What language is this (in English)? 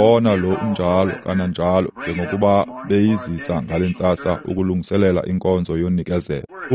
Xhosa